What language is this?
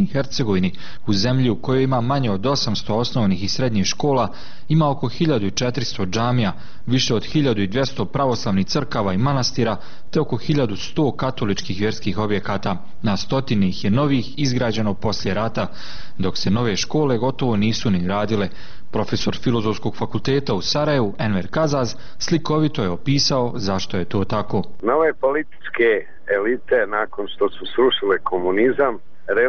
Bosnian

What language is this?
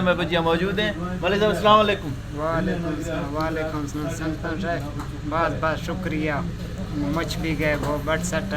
Eastern Balochi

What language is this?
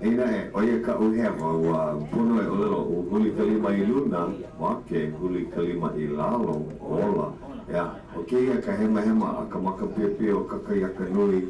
Hawaiian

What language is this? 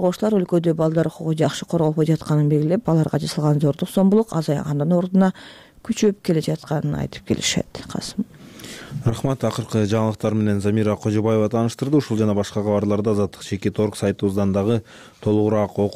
Kyrgyz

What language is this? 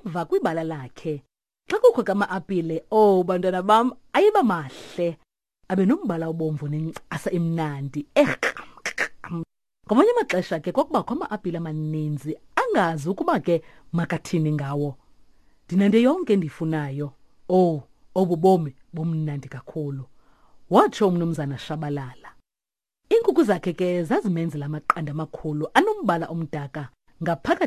Xhosa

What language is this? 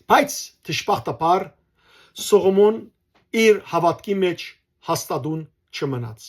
Western Armenian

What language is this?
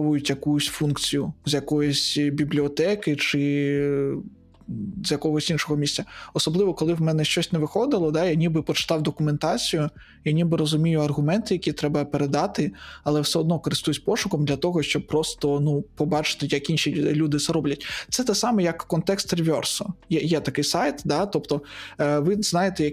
Ukrainian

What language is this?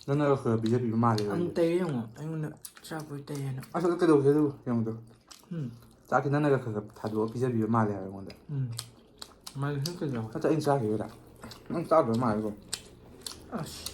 Manipuri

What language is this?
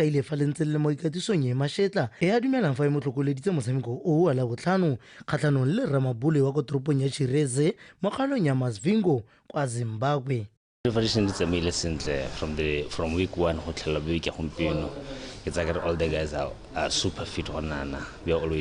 Tswana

